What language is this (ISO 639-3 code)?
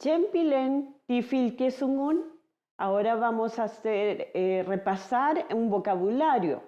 arn